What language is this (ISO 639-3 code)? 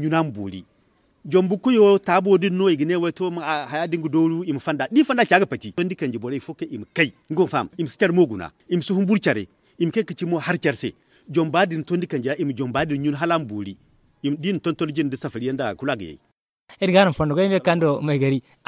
dje